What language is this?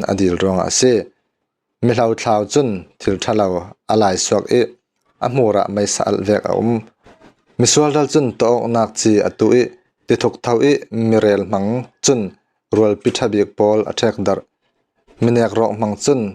Falam Chin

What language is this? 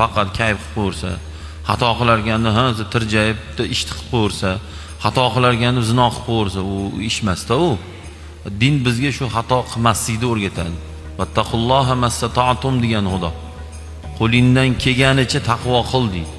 Uzbek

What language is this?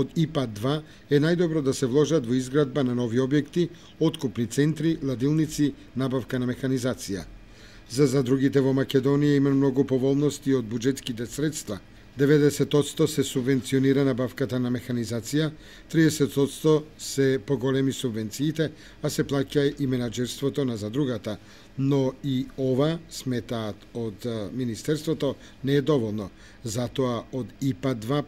Macedonian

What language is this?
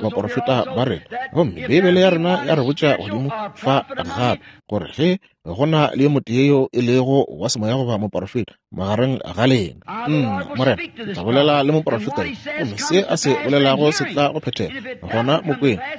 Northern Sotho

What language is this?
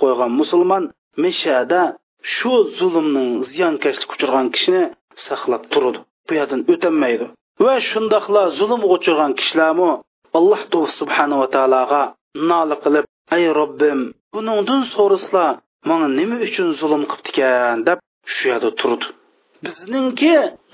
Uyghur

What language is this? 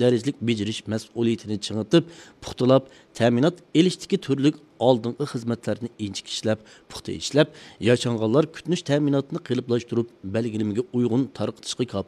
Uyghur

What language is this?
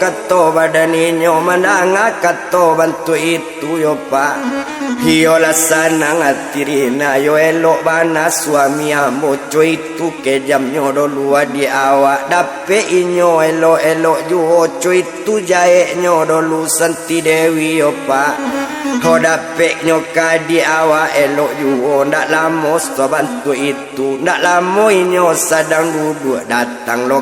Minangkabau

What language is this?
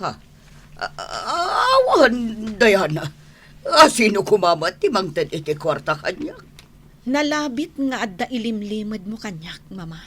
Iloko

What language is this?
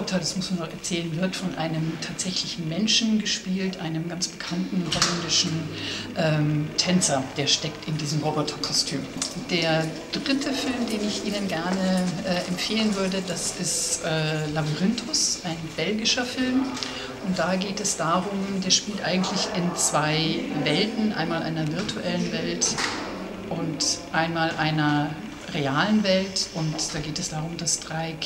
German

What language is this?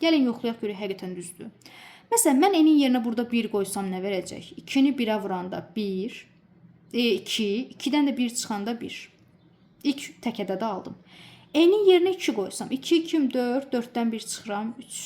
Azerbaijani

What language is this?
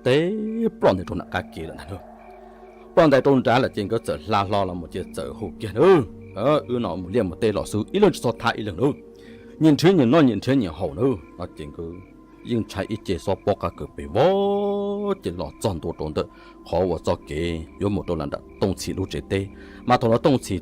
Hmong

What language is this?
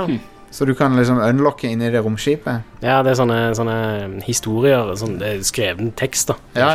Norwegian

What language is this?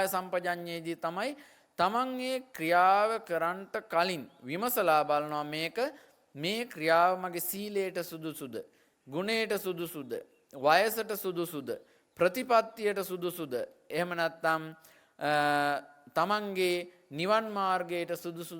Sinhala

